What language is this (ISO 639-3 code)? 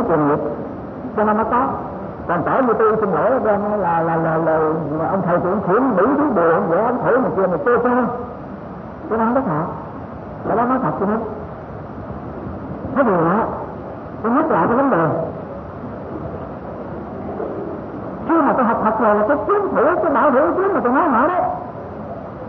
vie